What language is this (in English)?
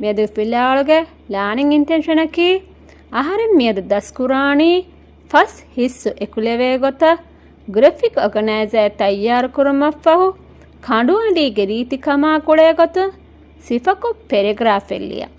Divehi